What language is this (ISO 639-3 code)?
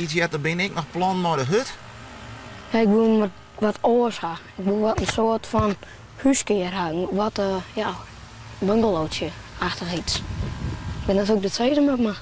fry